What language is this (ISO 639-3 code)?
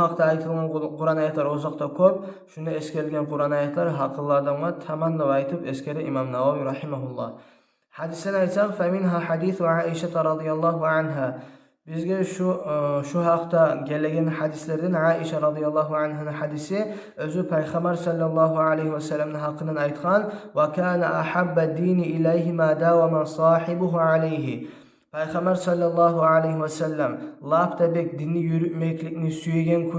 kum